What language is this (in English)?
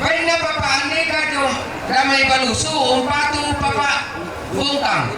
Toraja-Sa'dan